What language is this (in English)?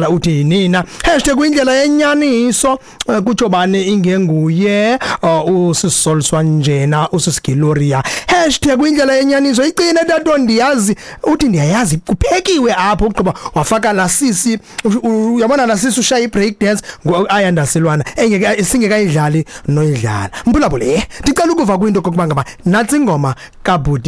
Xhosa